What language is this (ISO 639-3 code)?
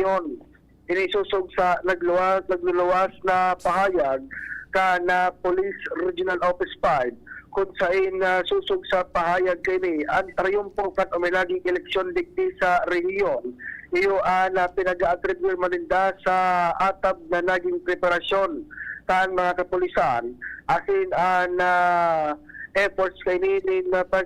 bik